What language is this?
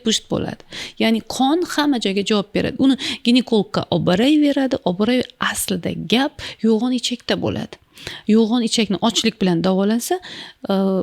Uzbek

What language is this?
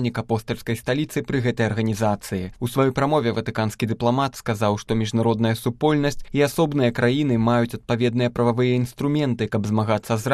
Belarusian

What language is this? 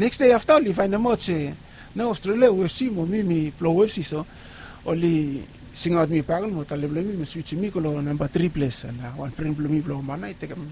Bislama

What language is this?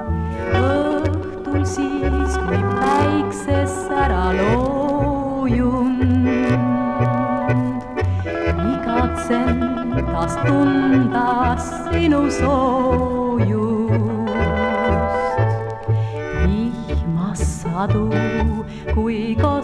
Estonian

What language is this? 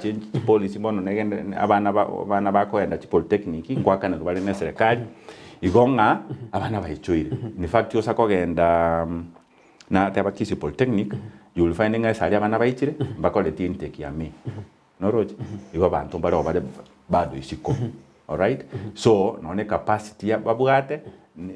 Gusii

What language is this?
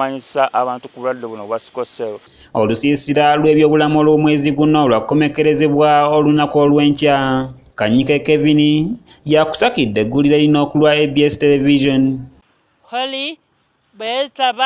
Ganda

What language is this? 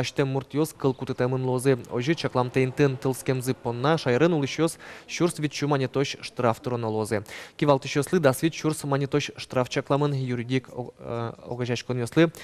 Udmurt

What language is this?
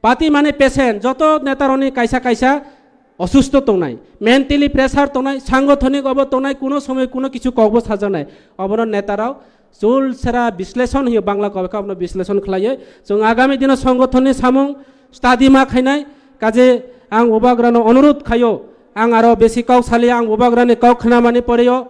Kok Borok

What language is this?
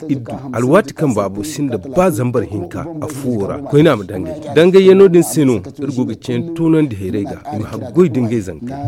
Zarma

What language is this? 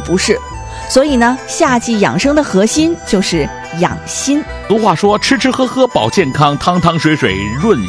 Chinese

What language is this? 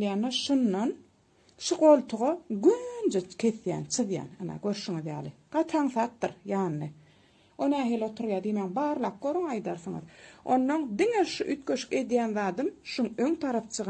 Turkmen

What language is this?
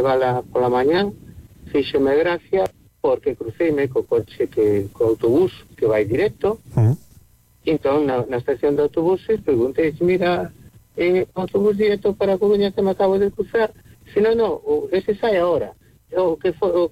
Galician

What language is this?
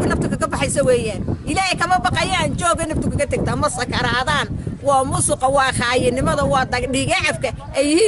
Somali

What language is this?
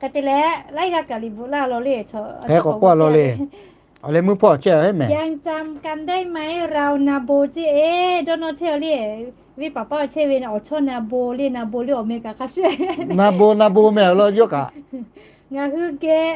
Lahu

